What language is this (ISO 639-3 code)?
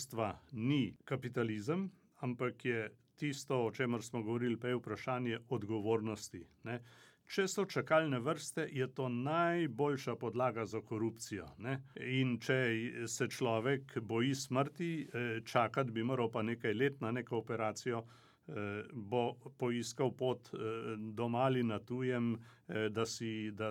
slv